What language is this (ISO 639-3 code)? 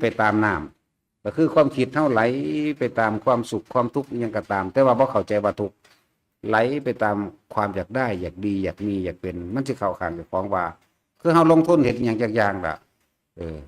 tts